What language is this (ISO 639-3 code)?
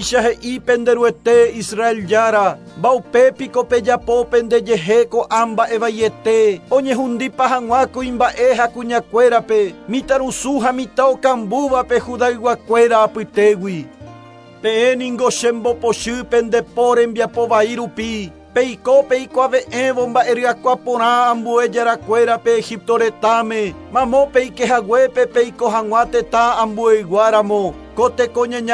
grn